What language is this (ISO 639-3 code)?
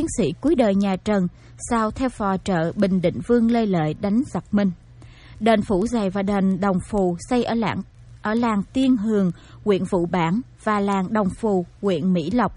vie